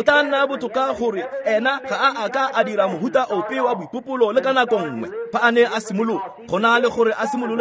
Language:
Tswana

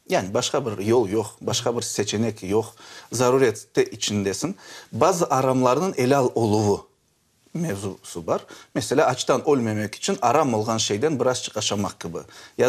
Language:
Crimean Tatar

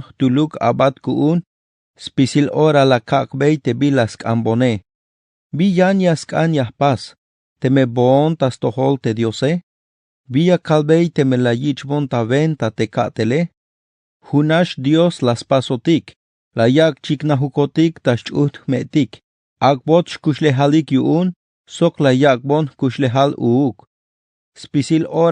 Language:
Tzeltal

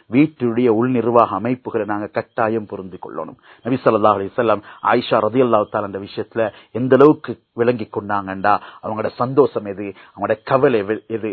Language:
Tamil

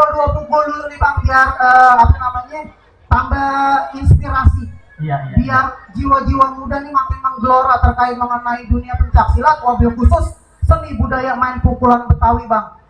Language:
Betawi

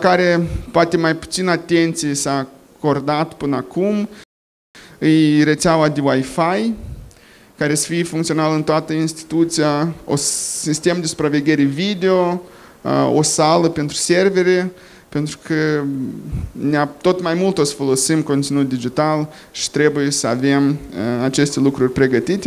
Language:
Romanian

